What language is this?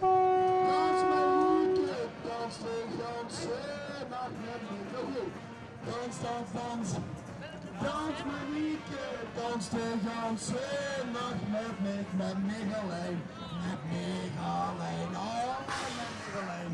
Limburgish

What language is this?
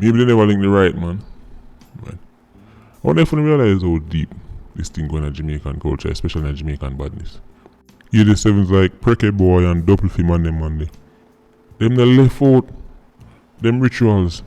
Jamaican Creole English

